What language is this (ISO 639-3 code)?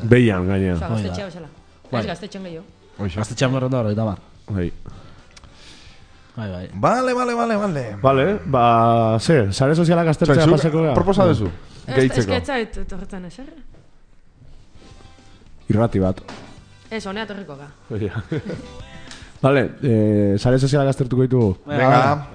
eus